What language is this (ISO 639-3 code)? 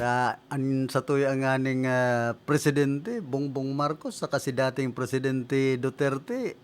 bik